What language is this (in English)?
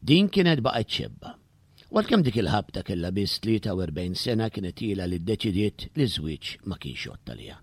Maltese